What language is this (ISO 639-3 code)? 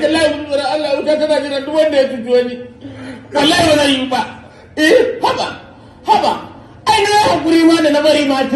hau